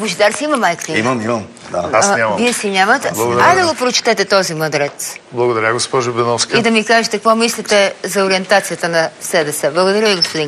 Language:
Bulgarian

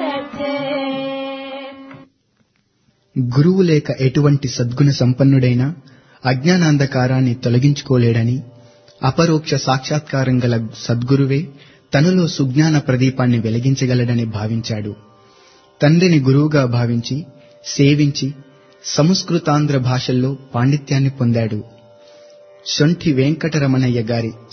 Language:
Telugu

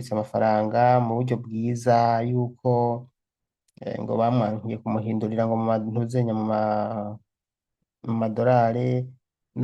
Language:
Rundi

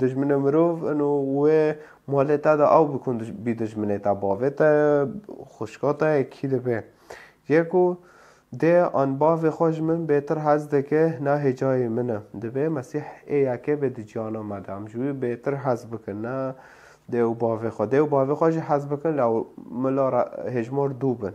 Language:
Kurdish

